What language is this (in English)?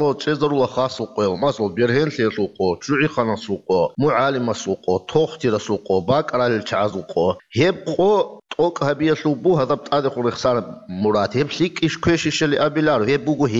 Avaric